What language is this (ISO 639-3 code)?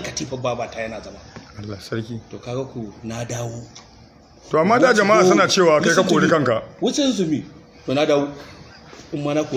hau